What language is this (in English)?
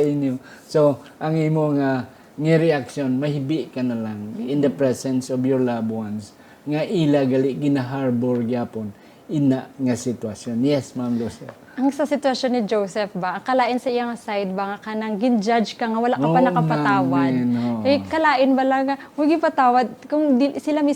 Hiligaynon